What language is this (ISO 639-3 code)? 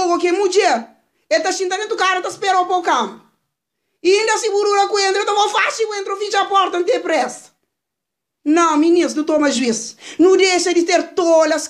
kea